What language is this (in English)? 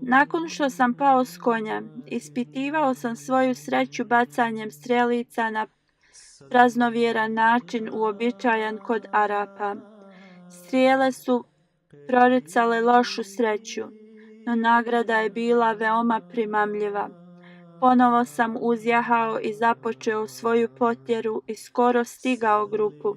Bosnian